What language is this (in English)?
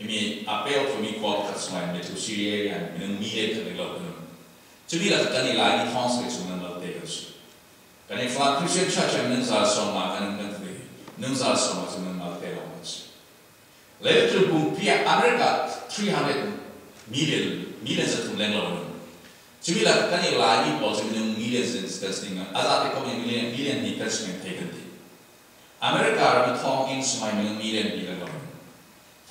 Falam Chin